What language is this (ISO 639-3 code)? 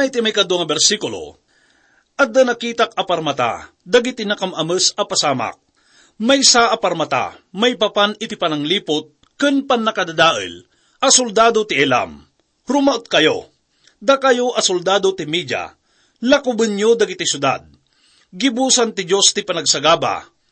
ilo